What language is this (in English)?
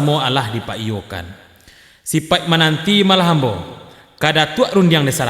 Minangkabau